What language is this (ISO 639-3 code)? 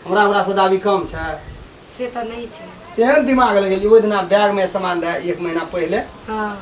mai